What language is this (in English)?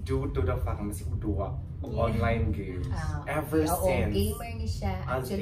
Cebuano